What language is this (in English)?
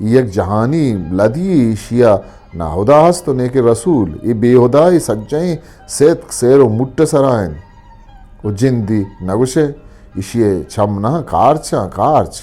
Eastern Balochi